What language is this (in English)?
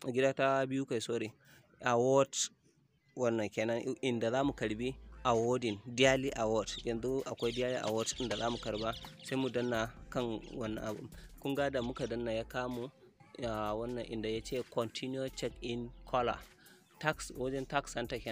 Hausa